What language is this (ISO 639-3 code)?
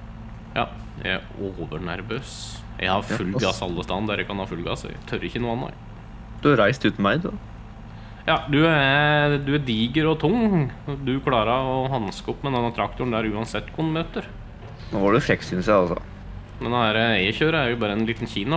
nor